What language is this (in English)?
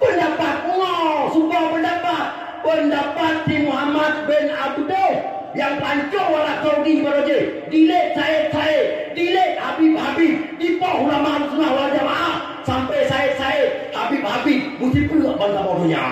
Achinese